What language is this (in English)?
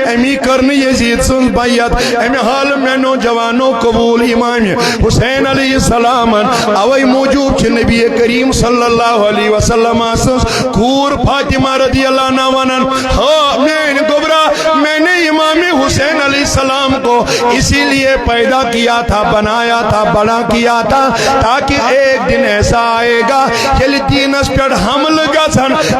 Kashmiri